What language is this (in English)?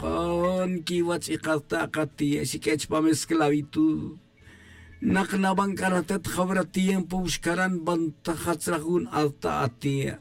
Tz'utujil